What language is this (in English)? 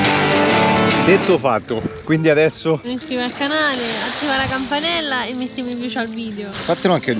Italian